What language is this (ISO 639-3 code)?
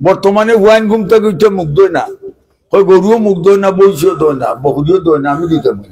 syl